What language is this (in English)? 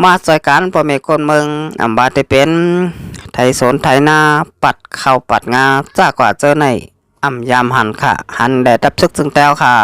Shan